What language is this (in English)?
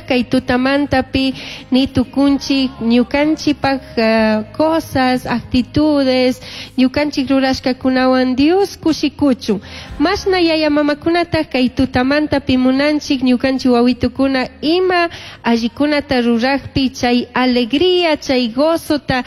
Chimborazo Highland Quichua